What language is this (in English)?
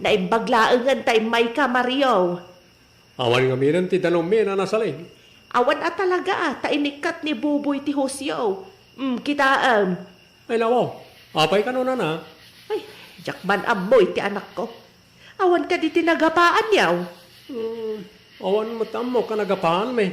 Iloko